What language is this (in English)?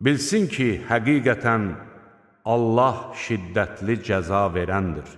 Azerbaijani